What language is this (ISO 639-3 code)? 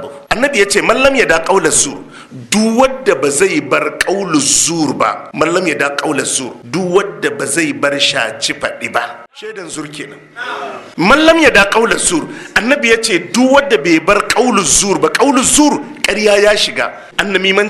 hau